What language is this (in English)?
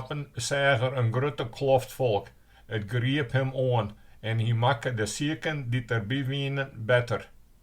Western Frisian